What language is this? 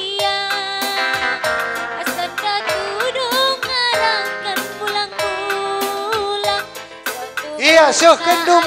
Batak Karo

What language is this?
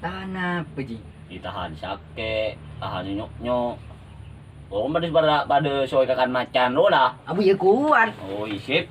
Madurese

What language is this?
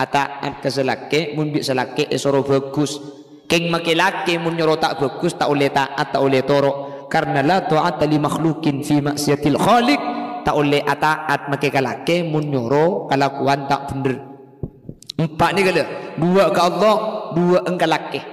Madurese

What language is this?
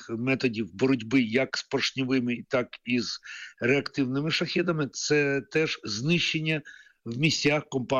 Ukrainian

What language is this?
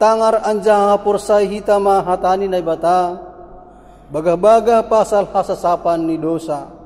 Batak Simalungun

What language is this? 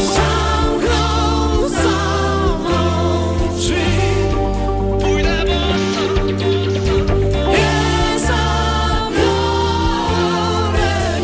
Polish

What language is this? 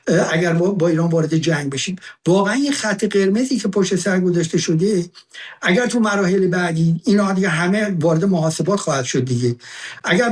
Persian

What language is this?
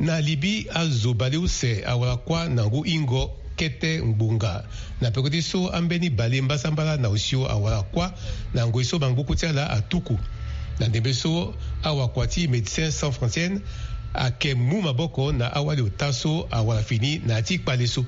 Sango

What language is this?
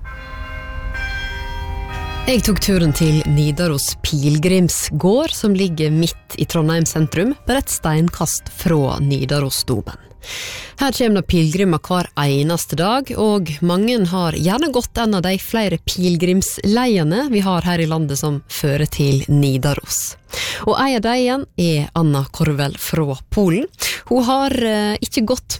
Norwegian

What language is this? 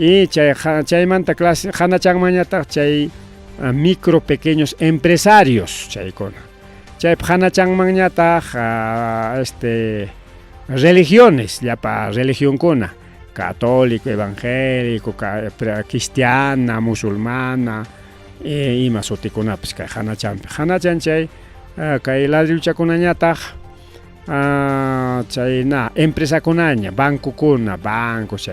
Ayacucho Quechua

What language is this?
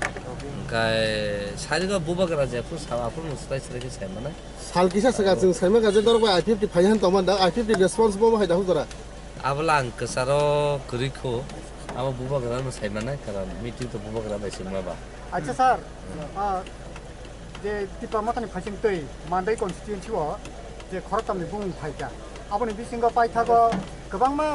Kok Borok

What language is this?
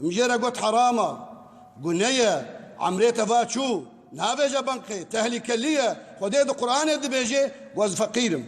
Kurdish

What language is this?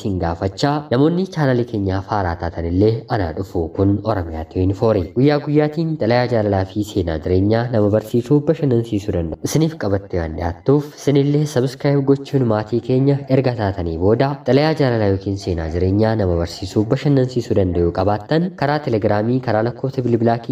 Oromo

